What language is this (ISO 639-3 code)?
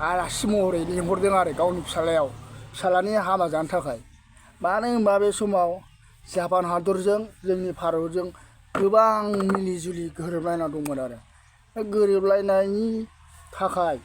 brx